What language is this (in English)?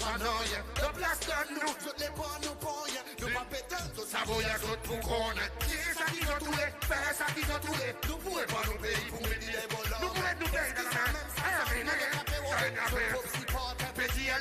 Seselwa Creole French